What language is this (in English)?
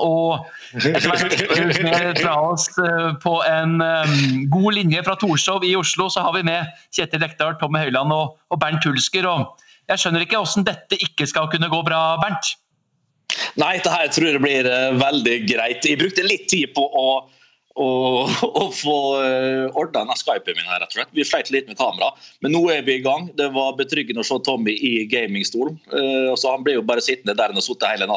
Norwegian